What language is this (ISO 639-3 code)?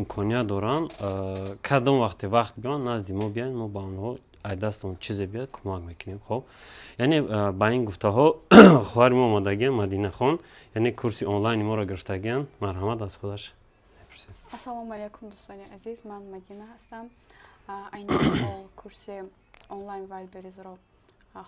tgk